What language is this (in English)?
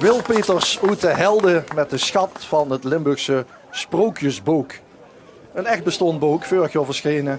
Limburgish